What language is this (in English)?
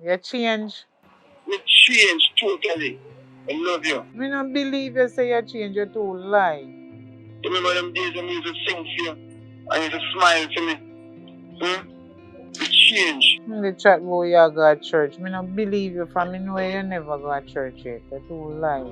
Jamaican Creole English